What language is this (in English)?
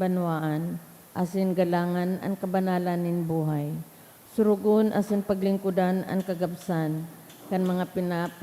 Bikol